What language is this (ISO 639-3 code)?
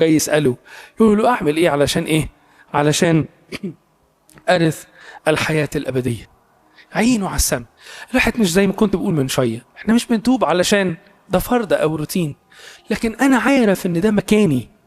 arz